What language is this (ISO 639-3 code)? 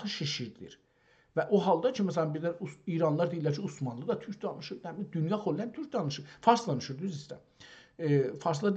azb